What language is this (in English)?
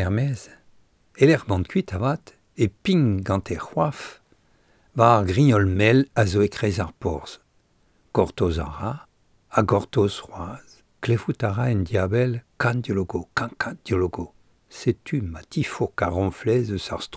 Breton